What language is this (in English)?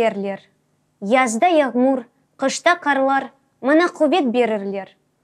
Crimean Tatar